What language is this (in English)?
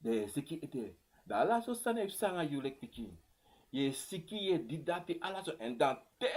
Sranan Tongo